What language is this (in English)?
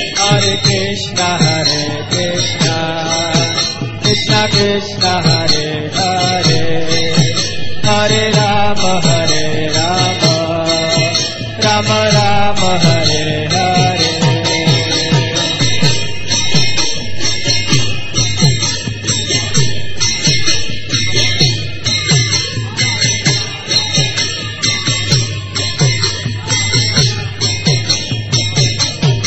Hindi